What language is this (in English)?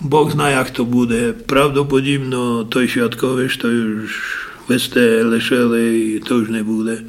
Rusyn